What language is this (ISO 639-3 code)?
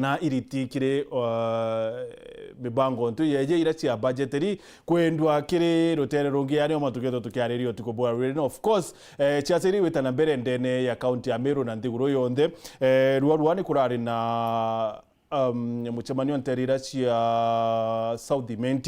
mer